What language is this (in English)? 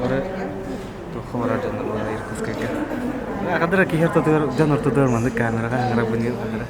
Yakut